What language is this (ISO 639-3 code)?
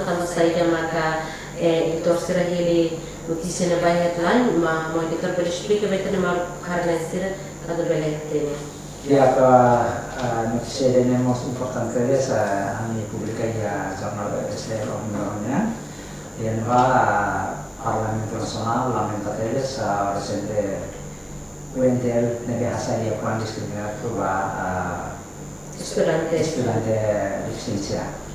tet